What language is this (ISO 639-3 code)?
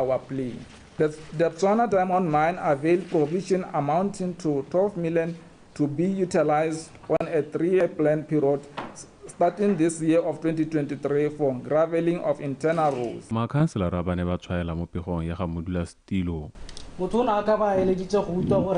tsn